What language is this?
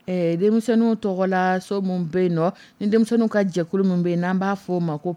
Dyula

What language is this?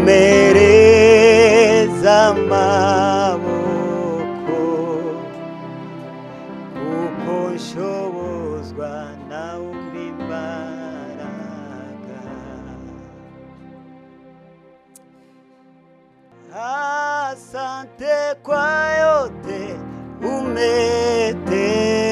Kinyarwanda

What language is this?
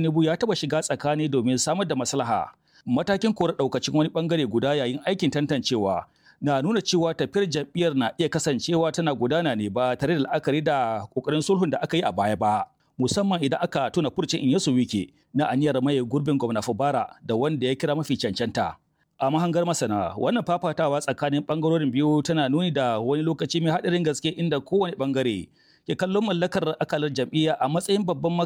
Hausa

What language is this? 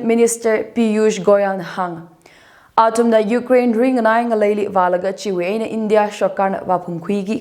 Tangkhul Naga (India)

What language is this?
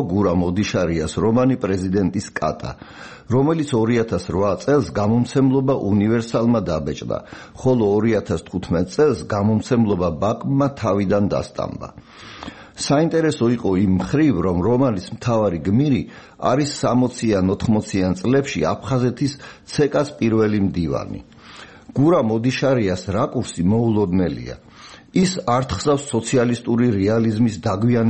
Georgian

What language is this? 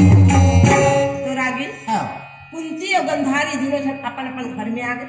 Chhattisgarhi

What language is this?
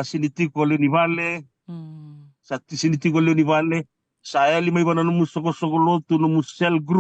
Fijian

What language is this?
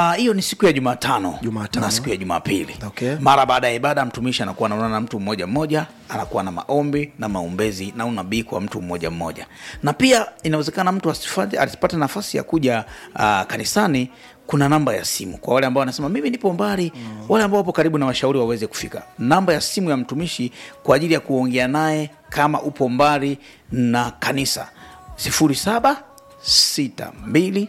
Swahili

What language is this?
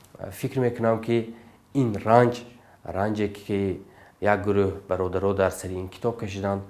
Tajik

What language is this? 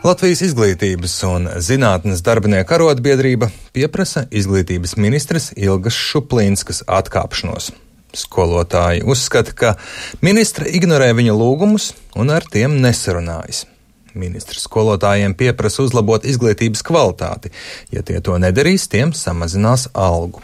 Latvian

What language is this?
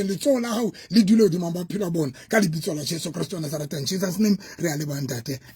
Southern Sotho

